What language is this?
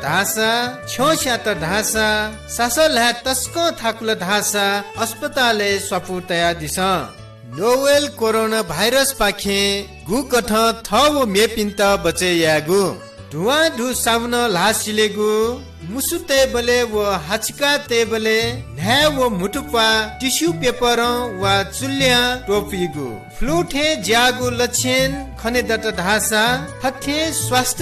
Newari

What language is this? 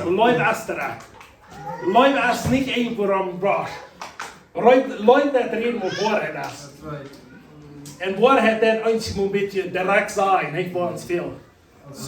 Plautdietsch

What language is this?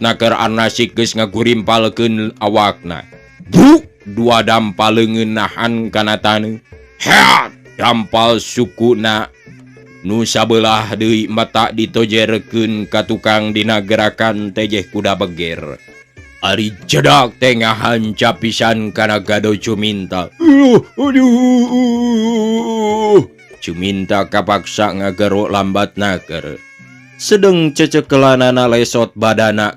Sundanese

